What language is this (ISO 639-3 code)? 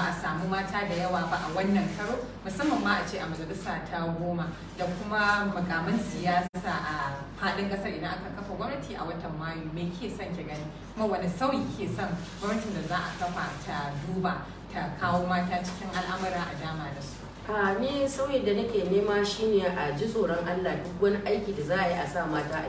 hau